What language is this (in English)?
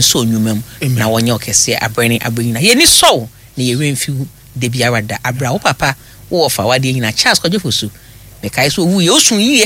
Akan